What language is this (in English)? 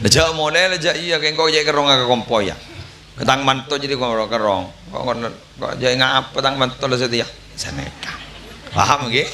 Madurese